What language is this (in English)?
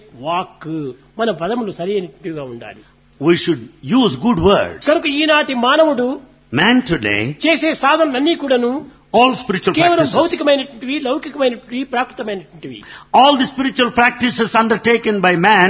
Telugu